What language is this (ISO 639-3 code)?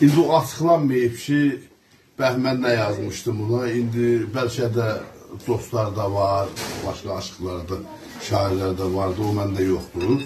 azb